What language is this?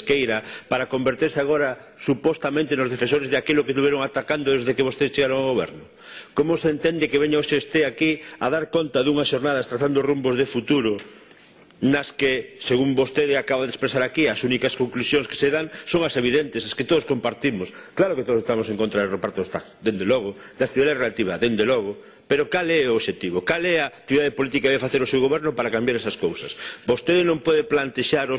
Galician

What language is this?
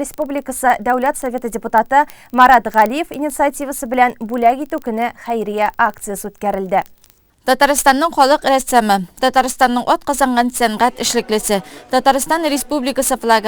Tatar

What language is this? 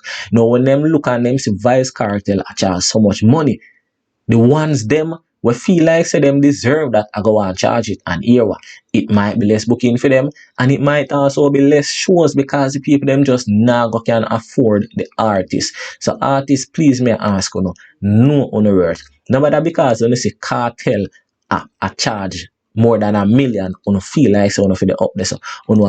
Jamaican Creole English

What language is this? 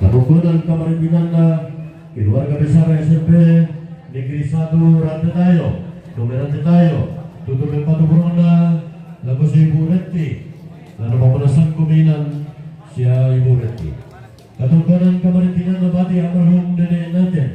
Toraja-Sa'dan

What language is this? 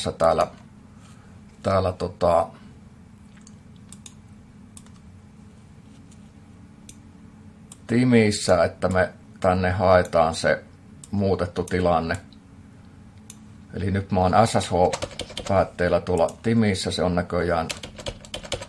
Finnish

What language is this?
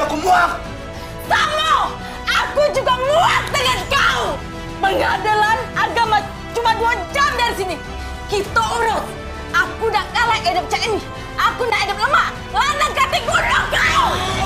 Musi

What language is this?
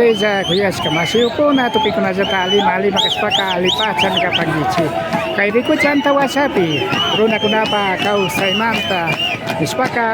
Imbabura Highland Quichua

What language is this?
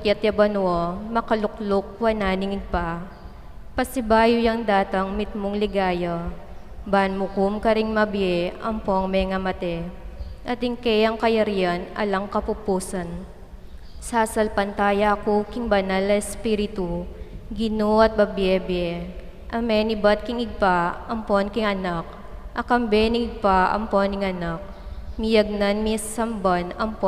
Pampanga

